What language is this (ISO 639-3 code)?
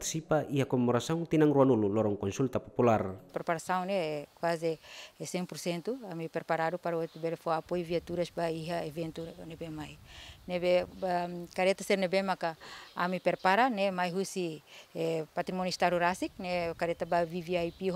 tet